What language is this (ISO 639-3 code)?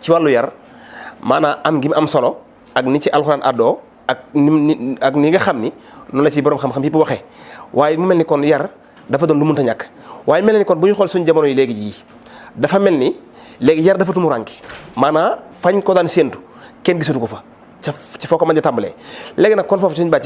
wol